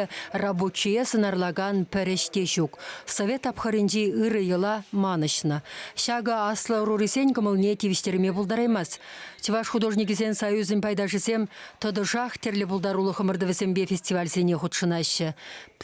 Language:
Chuvash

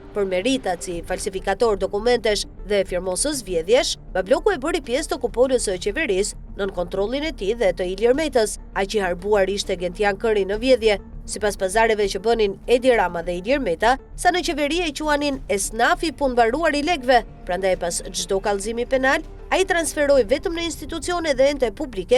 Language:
Albanian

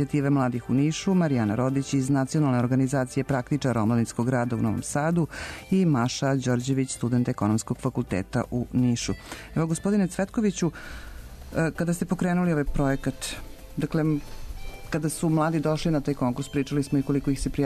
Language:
Serbian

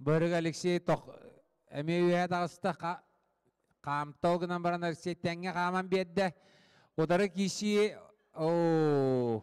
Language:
Yakut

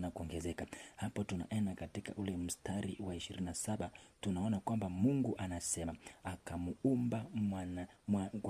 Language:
Swahili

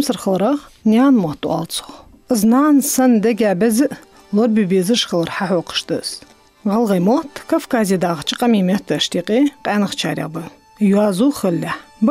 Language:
Ingush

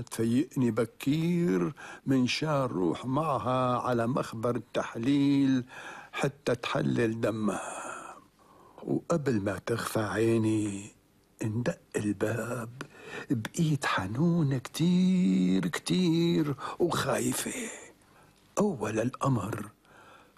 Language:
North Levantine Arabic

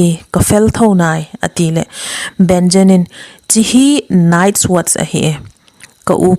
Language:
Thado Chin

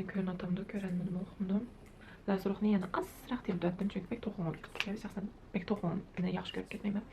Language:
Uyghur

